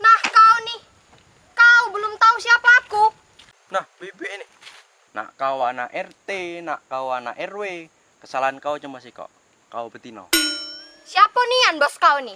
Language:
Musi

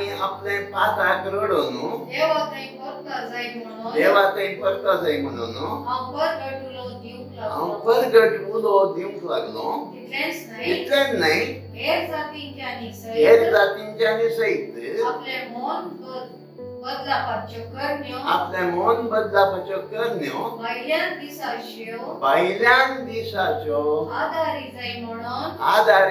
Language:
Konkani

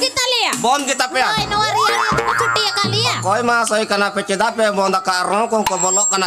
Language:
Santali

